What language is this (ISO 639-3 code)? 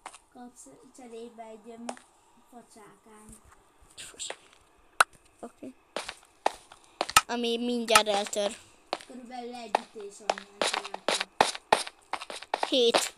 hun